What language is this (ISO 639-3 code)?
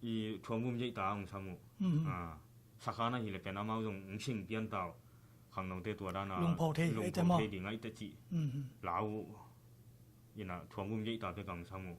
ctd